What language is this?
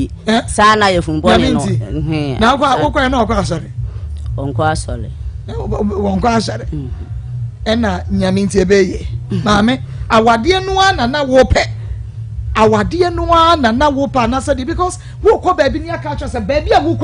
Akan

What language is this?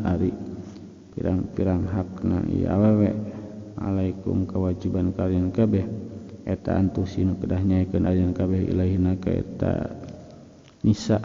Sundanese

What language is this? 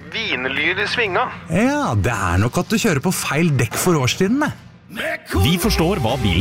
Norwegian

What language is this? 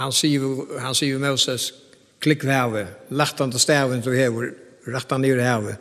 Faroese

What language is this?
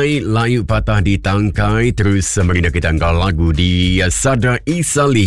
Iban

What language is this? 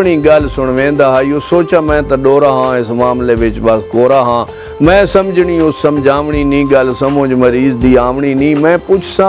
Saraiki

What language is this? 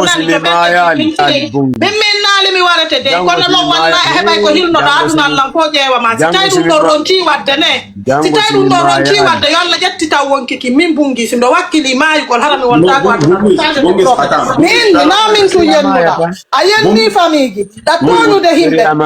Fula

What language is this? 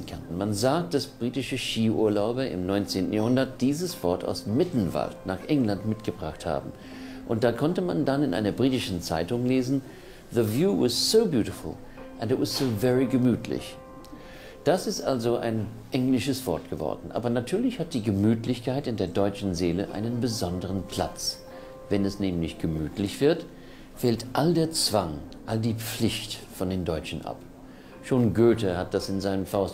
German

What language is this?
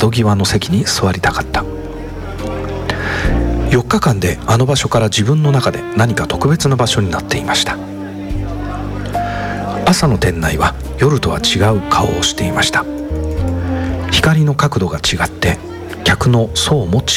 Japanese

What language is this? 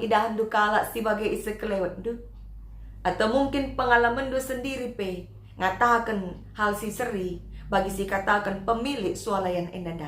Batak Karo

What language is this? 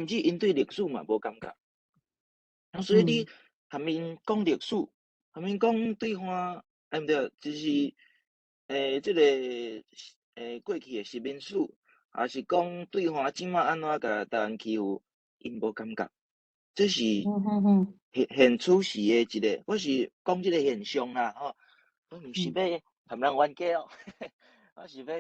Min Nan Chinese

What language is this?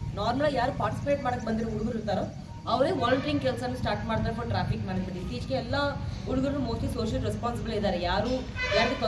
Kannada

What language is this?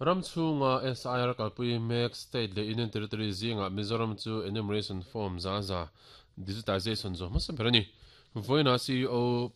Mizo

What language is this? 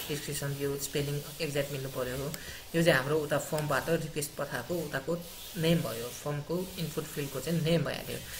Nepali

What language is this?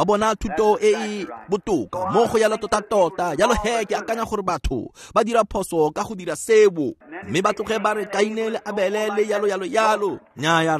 Tswana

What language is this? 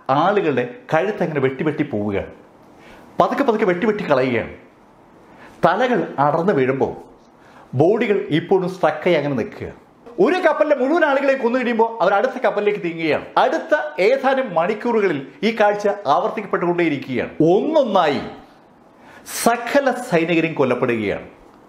Malayalam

